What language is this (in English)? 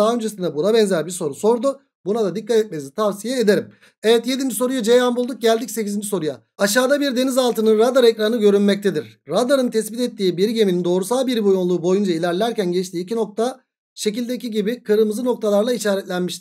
Turkish